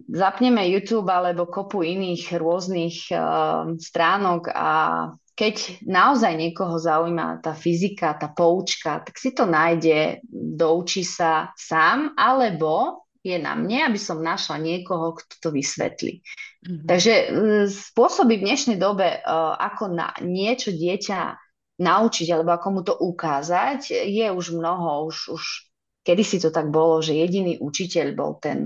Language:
Slovak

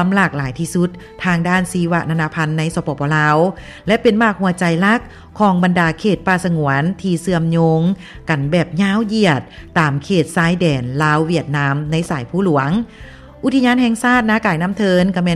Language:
Lao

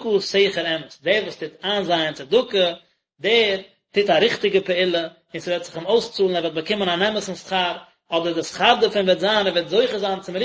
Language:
Yiddish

